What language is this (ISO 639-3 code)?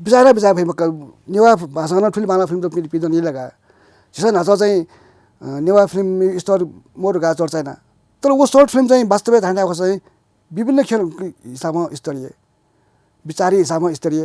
new